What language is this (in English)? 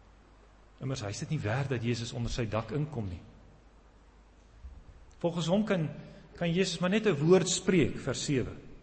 Afrikaans